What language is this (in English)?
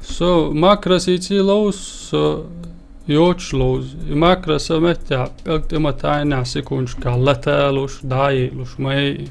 Chechen